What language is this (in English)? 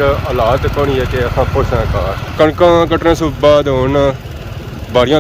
Pahari-Potwari